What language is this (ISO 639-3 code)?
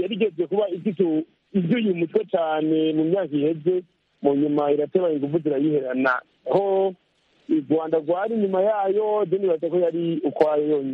kin